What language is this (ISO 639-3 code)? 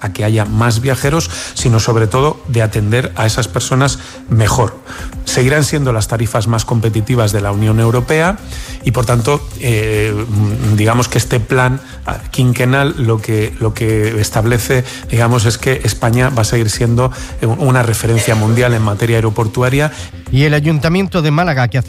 spa